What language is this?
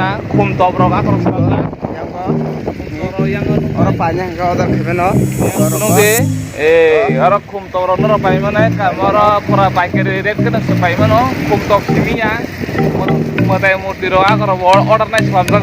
Kok Borok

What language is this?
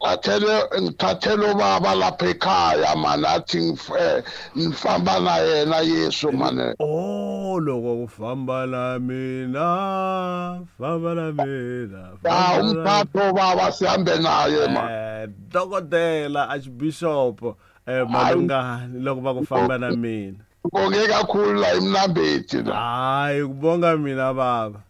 Tsonga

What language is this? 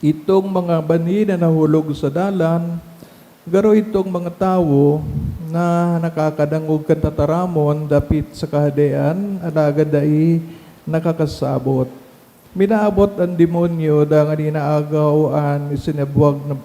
Bikol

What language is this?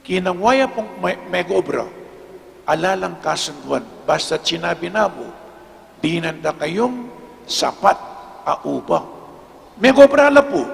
Pampanga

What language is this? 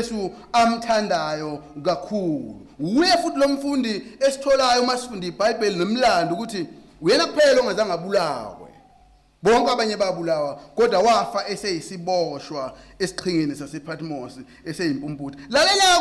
Zulu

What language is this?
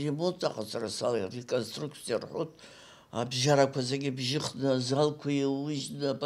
Abkhazian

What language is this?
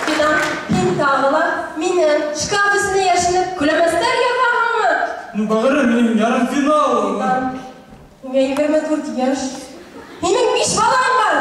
Bashkir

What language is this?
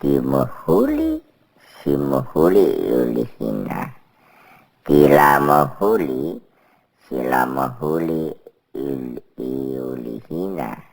Batak Karo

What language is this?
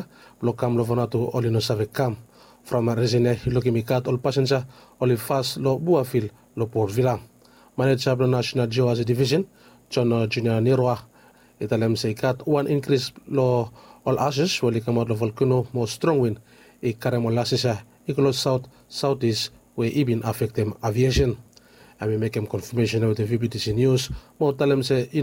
Bislama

